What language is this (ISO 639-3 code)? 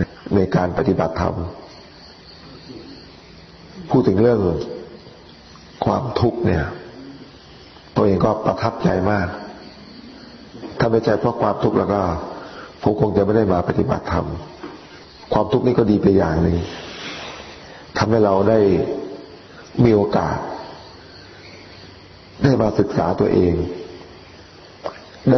tha